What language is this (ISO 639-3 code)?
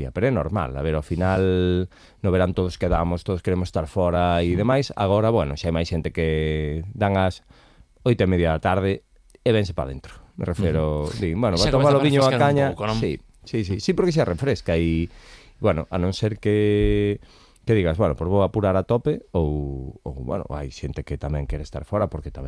glg